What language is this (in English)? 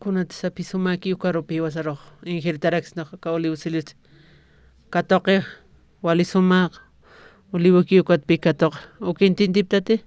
Aymara